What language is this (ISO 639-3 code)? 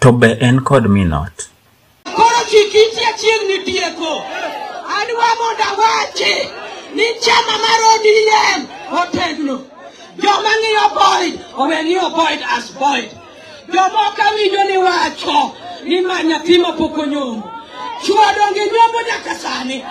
luo